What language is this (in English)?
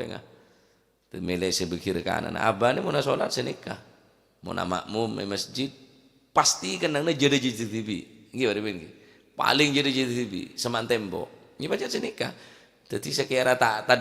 Madurese